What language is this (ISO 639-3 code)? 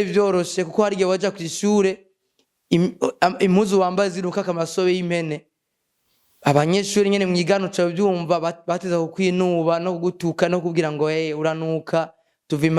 run